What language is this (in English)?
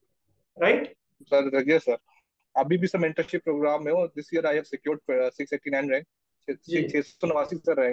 Hindi